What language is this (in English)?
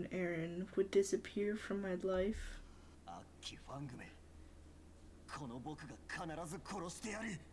Japanese